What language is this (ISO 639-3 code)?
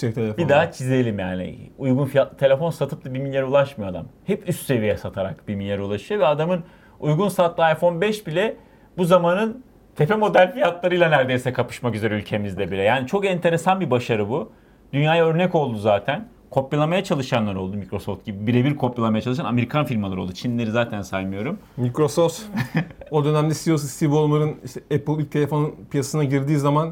tur